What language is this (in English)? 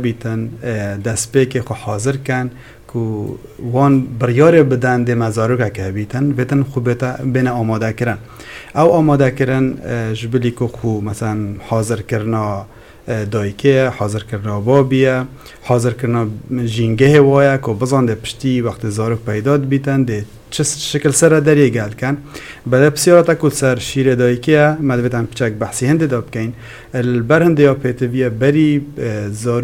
Kurdish